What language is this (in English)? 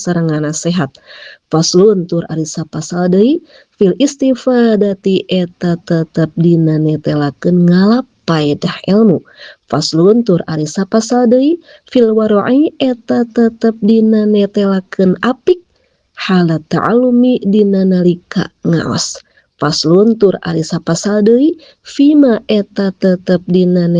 Sundanese